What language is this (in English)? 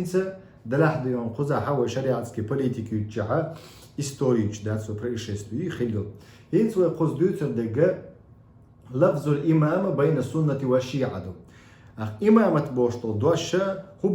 Chechen